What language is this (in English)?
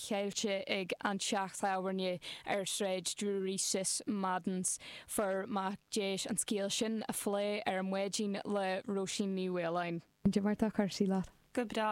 Irish